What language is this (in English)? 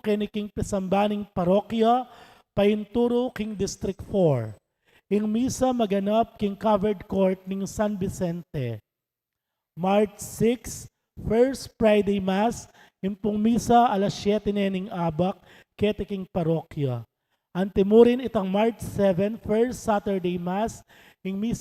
Pampanga